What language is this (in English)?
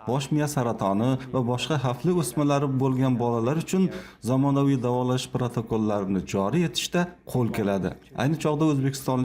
Uzbek